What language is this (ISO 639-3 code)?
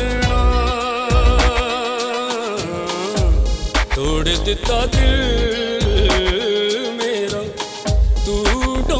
pan